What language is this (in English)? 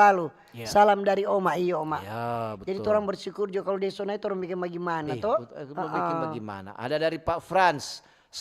Manado Malay